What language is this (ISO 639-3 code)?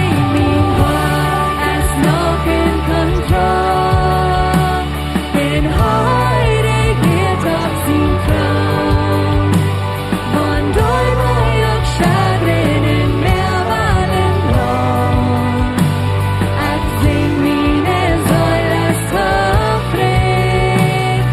pdt